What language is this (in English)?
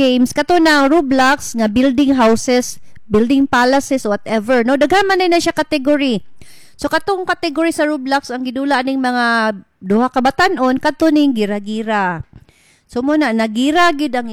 Cebuano